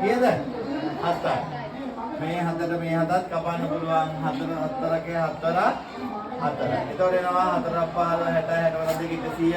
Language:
Sinhala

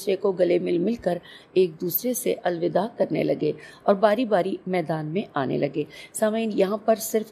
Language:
Urdu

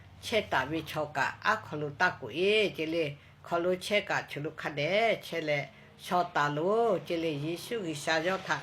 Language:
Lahu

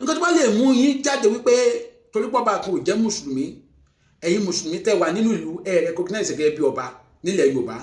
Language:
Yoruba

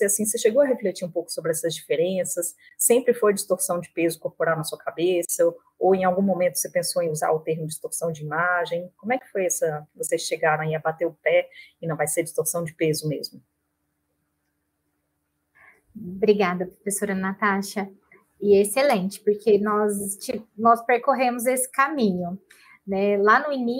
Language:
Portuguese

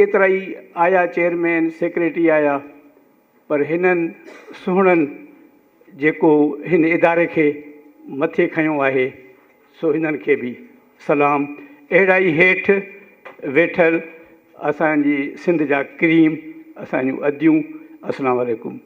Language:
Sindhi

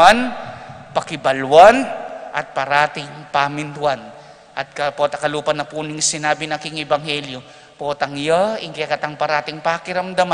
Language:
Pampanga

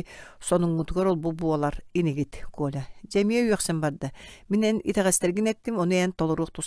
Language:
Yakut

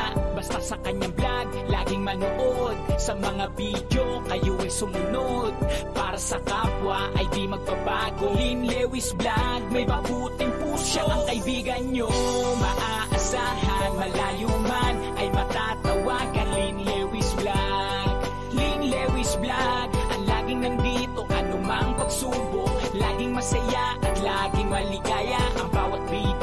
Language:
Filipino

